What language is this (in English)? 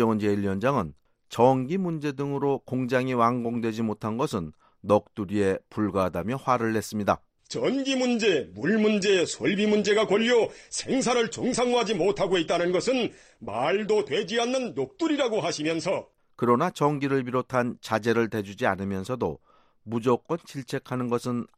Korean